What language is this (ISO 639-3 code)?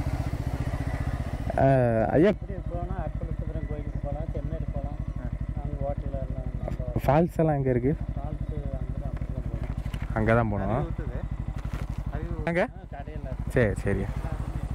tam